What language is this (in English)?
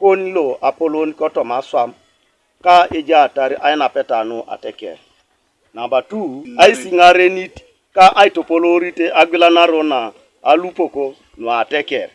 Teso